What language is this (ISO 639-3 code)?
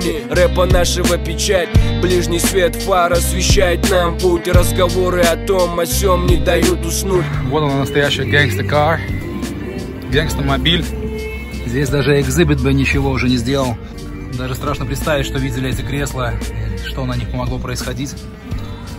rus